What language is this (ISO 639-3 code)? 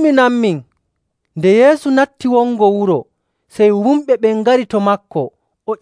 fuv